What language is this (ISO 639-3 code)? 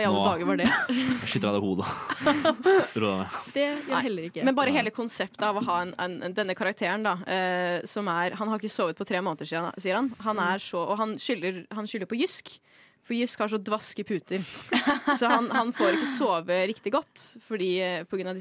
nor